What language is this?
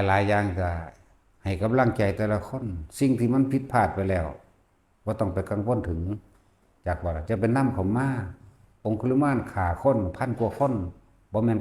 Northeastern Thai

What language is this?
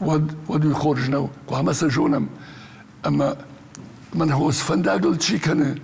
Ossetic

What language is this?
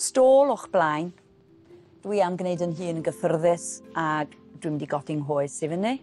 Welsh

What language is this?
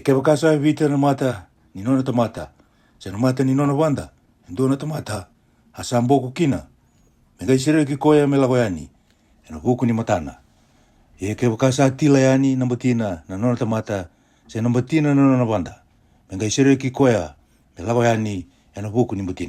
Fijian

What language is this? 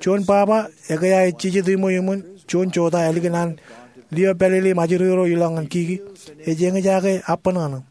Marshallese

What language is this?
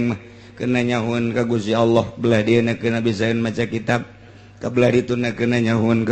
Sundanese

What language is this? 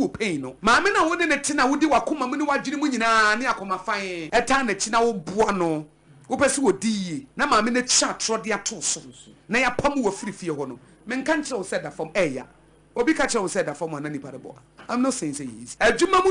Akan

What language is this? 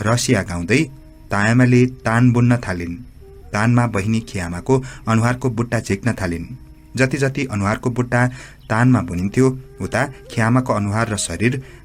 Nepali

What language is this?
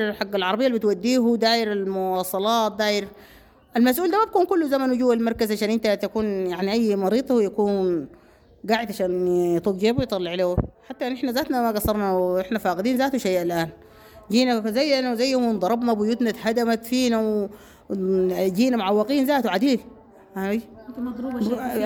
Sudanese Arabic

